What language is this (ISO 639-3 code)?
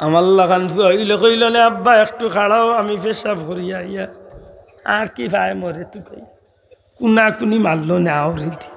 syl